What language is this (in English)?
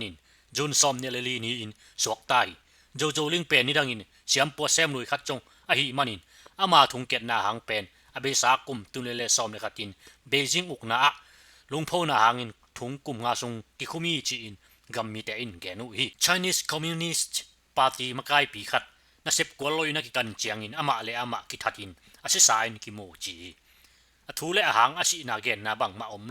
Tedim Chin